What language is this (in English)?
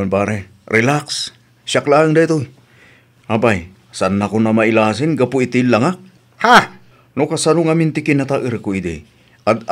Iloko